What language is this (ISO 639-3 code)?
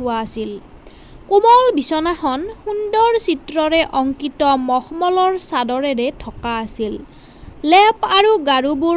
asm